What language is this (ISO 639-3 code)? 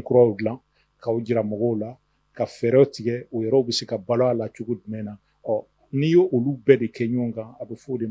bam